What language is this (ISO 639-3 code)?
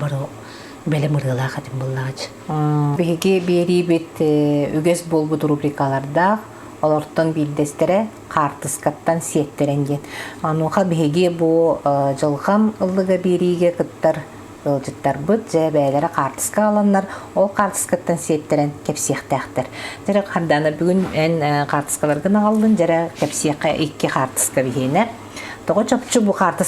sah